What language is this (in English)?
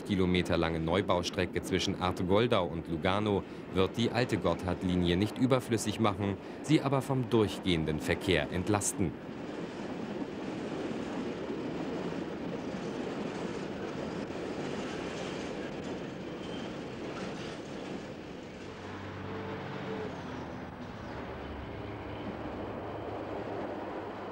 German